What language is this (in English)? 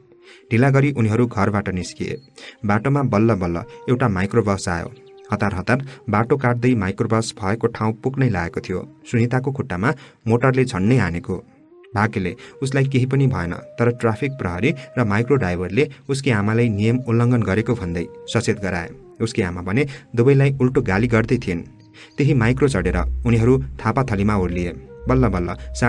Nepali